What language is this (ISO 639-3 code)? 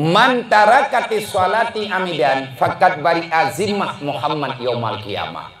ace